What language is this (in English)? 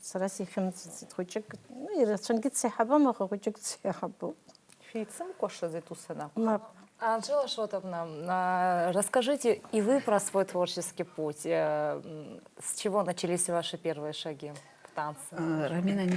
Abkhazian